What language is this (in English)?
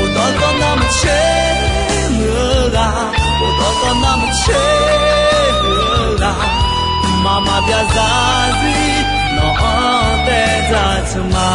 Akha